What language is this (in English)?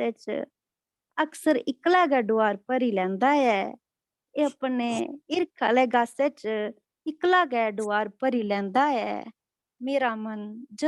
Dogri